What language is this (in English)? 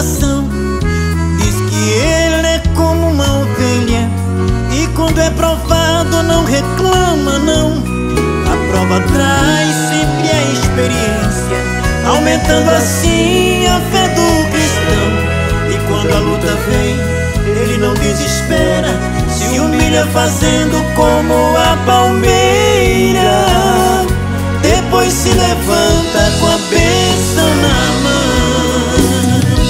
Portuguese